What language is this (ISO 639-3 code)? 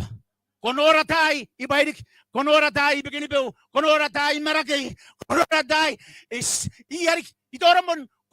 gil